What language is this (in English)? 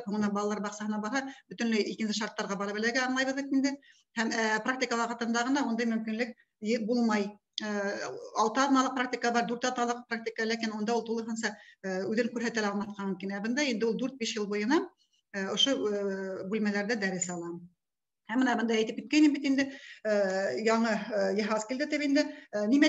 Bashkir